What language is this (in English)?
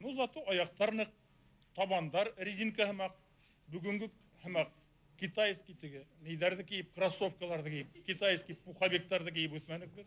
Bashkir